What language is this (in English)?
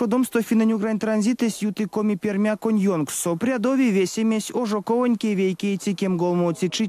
Erzya